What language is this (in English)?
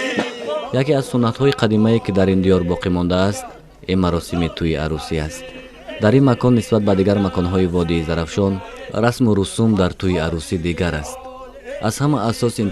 Tajik